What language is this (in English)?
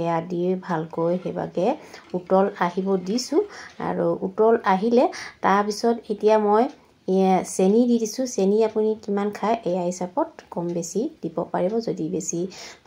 Assamese